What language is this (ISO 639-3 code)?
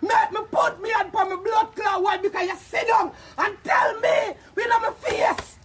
jam